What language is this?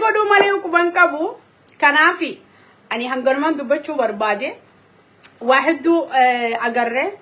Oromo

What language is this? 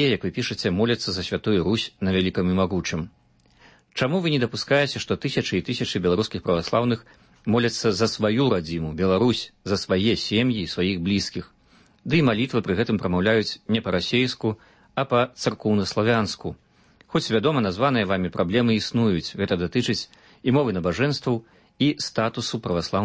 Belarusian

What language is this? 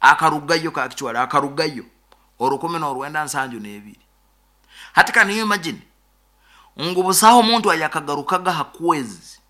Nyoro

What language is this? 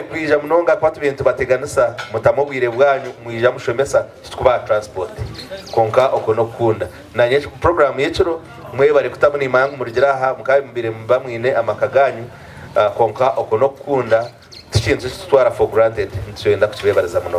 Nyankole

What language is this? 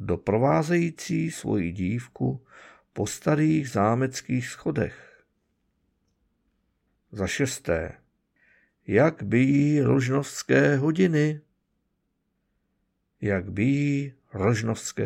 Czech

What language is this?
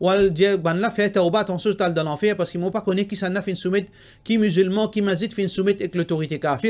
Morisyen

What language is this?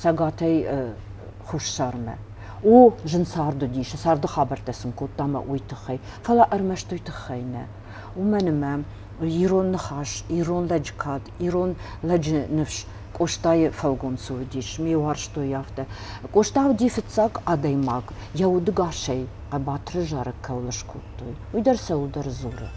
Ossetic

